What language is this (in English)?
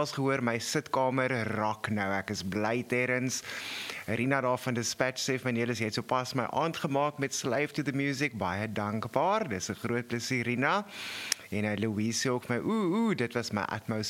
Afrikaans